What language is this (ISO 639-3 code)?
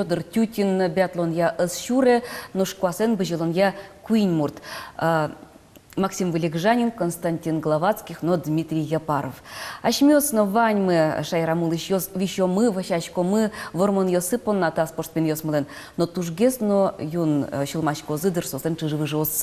udm